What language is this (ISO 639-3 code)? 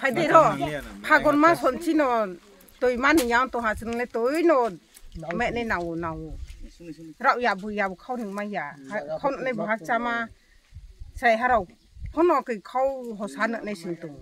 trp